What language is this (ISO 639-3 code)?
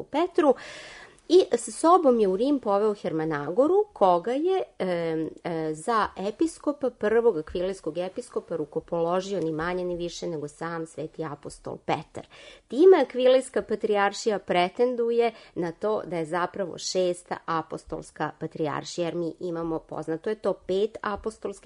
srp